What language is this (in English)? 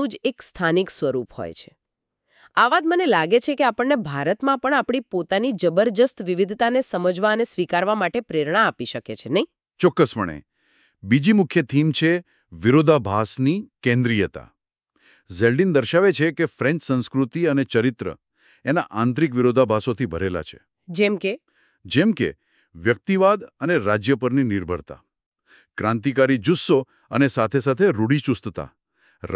Gujarati